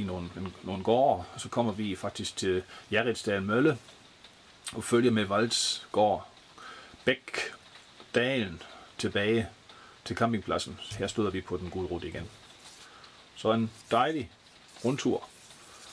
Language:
Danish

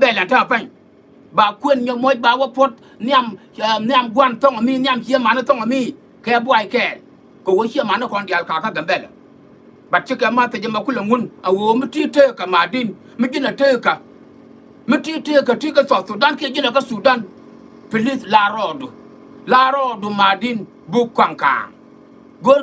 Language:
Nuer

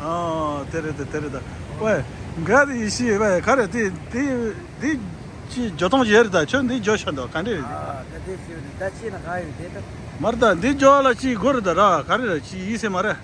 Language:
Tibetan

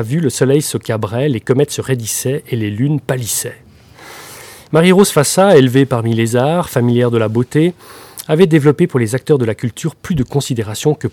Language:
French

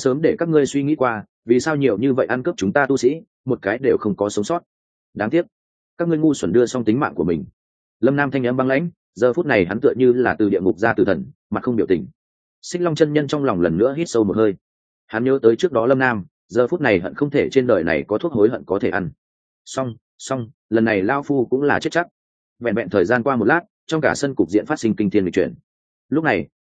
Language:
Vietnamese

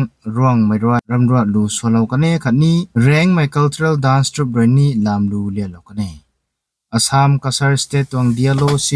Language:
Rongmei Naga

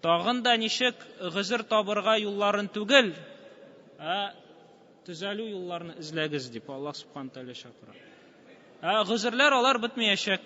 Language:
Tatar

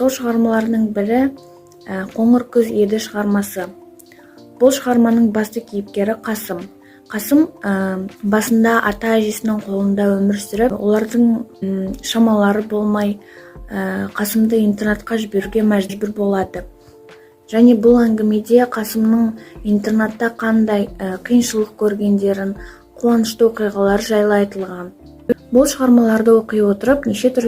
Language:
Kazakh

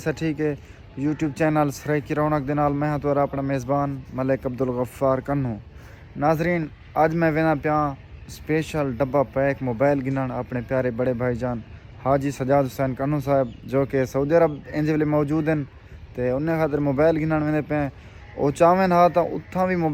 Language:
Saraiki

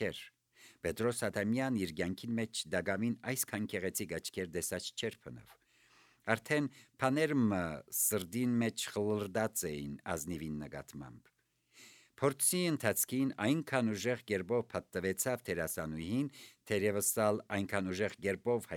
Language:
Armenian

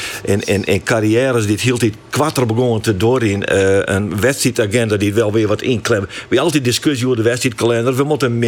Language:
Western Frisian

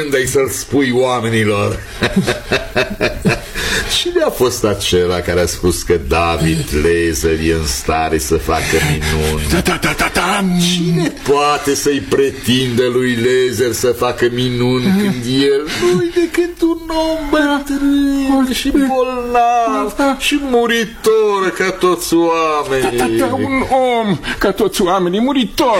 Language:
Romanian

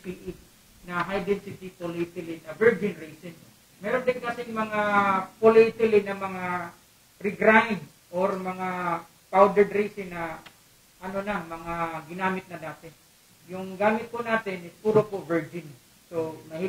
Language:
Filipino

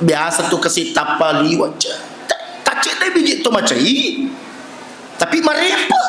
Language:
Buginese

